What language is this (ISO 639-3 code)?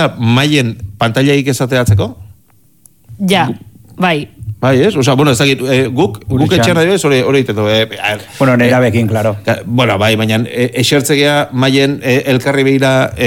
eus